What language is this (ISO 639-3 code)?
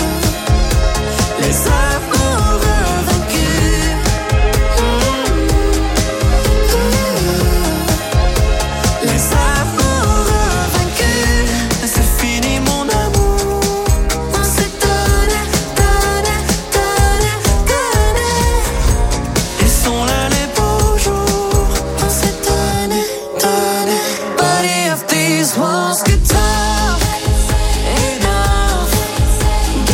fra